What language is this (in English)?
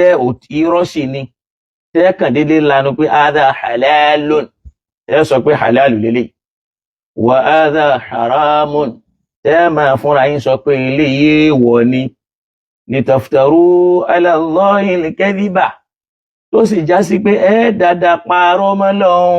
Yoruba